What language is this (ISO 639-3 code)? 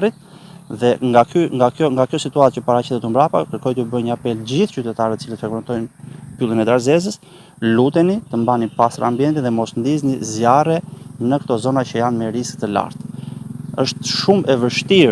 sqi